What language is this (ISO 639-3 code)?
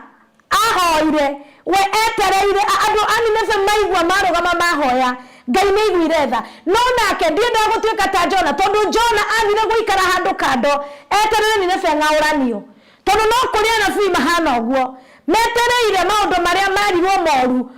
kik